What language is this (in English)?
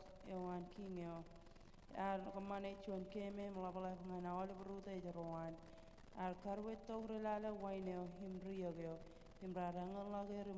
Marshallese